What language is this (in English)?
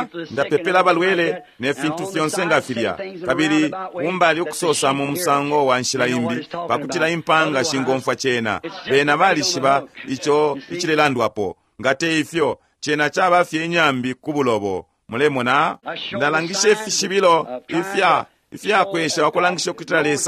Bemba